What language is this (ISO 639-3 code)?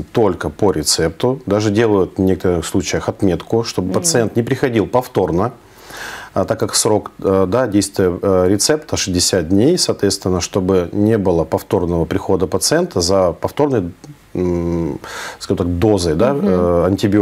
rus